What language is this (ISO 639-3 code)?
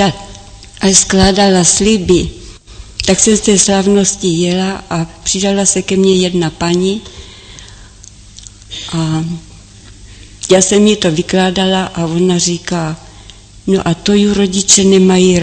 ces